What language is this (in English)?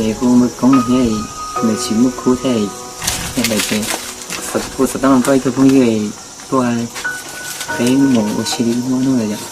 Hmong